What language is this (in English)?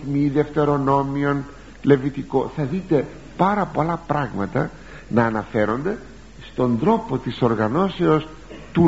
Greek